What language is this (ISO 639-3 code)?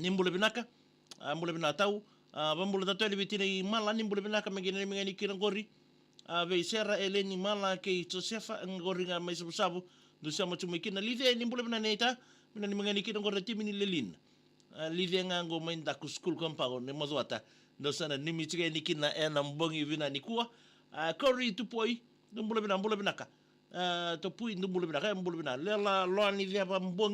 fij